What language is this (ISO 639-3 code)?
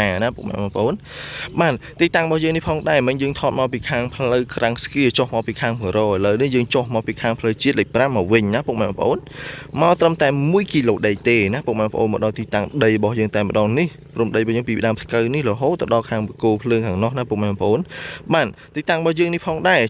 khm